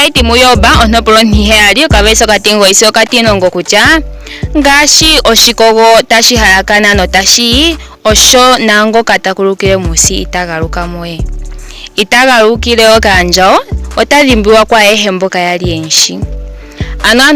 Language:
Ndonga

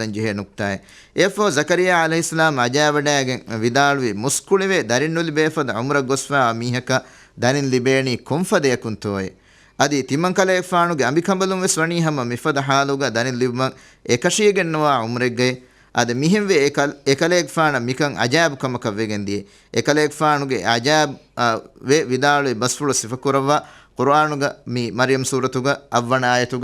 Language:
Divehi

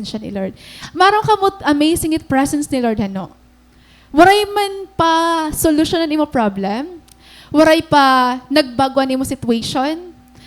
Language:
Waray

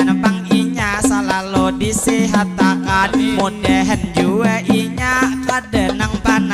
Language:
Banjar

